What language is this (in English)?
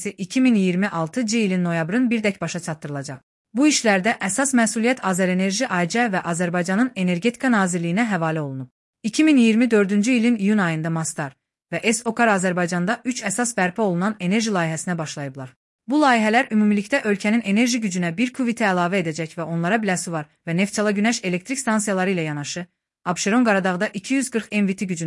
Azerbaijani